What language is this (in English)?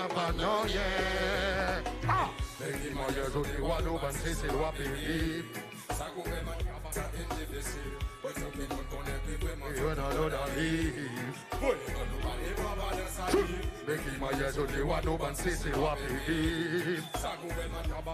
Seselwa Creole French